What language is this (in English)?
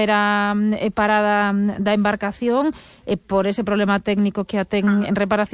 Galician